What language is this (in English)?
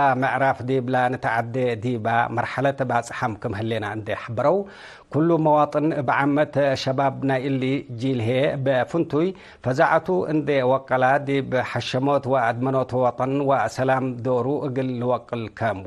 Tigre